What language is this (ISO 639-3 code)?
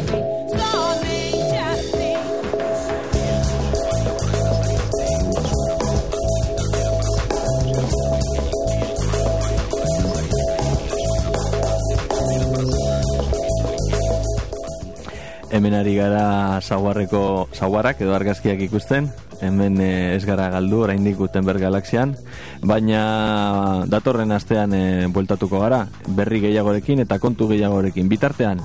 eus